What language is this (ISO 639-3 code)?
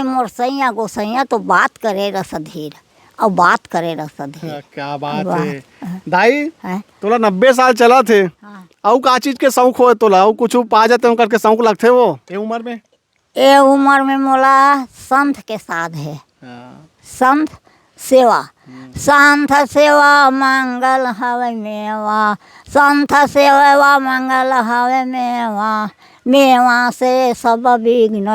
hne